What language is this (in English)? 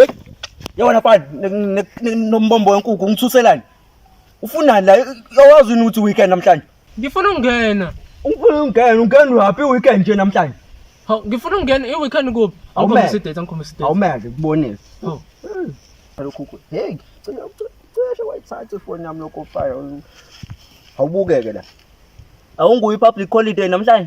Zulu